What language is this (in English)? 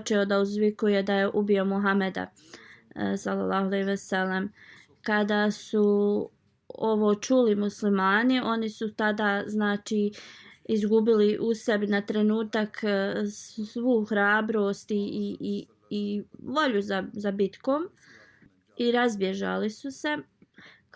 Bosnian